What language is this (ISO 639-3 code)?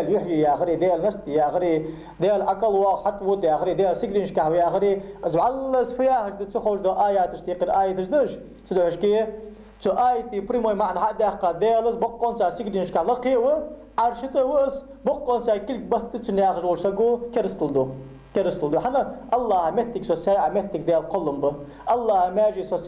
inh